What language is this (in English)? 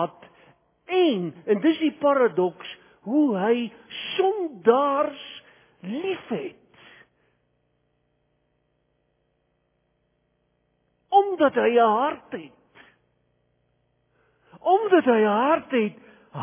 Afrikaans